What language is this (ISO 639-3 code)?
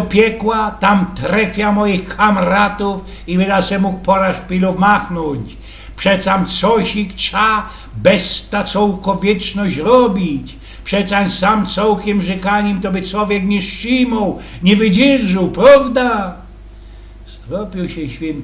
szl